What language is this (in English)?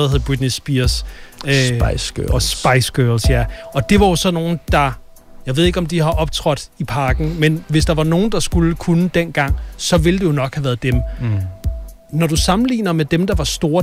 Danish